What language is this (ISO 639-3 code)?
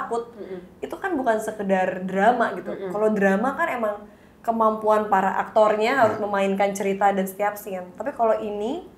ind